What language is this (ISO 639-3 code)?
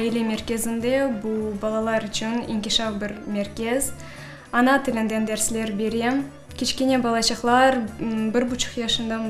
crh